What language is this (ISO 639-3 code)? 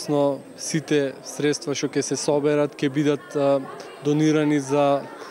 mkd